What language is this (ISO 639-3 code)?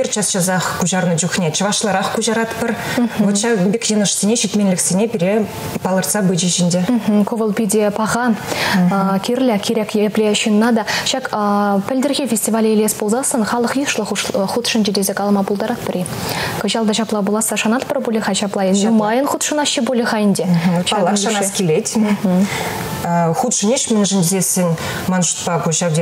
chv